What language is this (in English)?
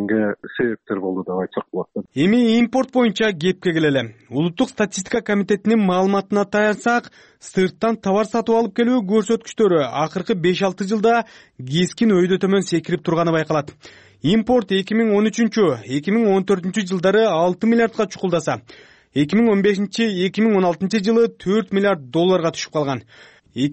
Kyrgyz